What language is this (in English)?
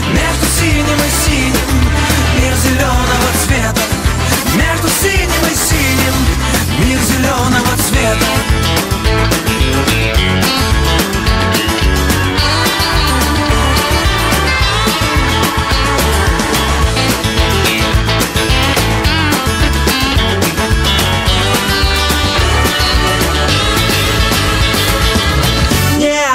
Russian